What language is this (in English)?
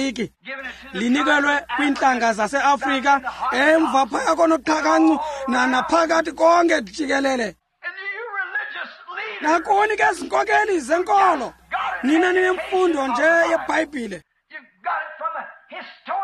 Xhosa